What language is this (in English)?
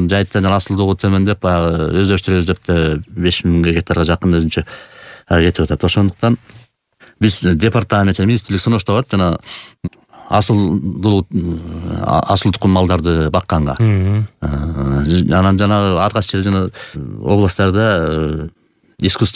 Kyrgyz